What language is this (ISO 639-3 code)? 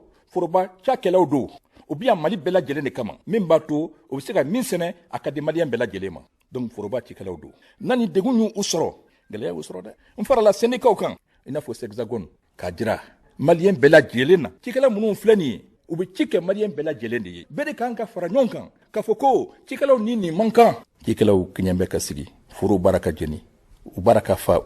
bam